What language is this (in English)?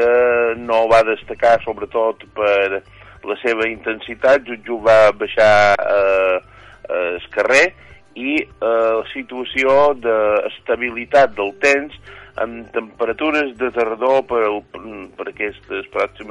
Catalan